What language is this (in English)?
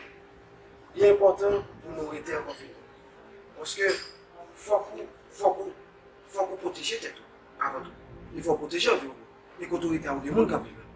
Haitian Creole